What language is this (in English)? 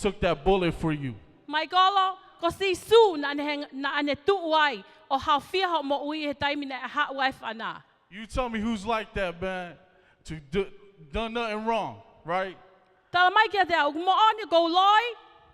Tongan